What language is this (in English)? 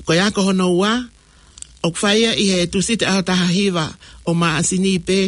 Tongan